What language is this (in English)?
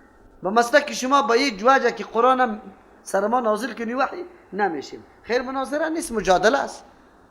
Persian